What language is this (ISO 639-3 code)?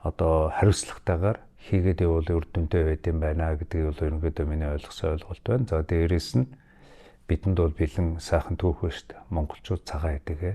mon